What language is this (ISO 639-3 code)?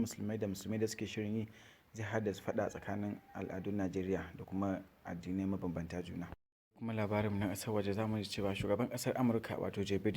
hau